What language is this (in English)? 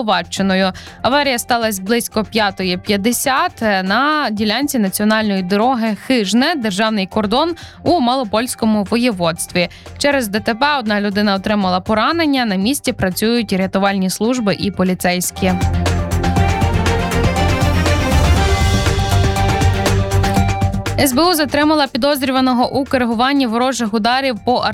Ukrainian